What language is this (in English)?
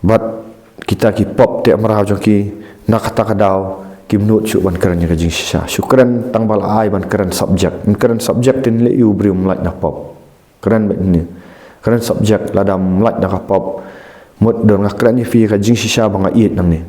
Khasi